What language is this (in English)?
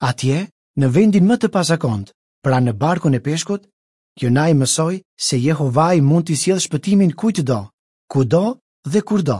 Albanian